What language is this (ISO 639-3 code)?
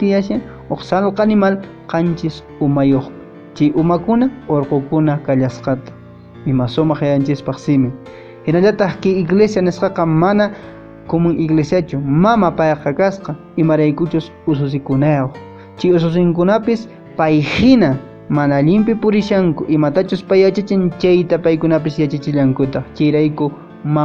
que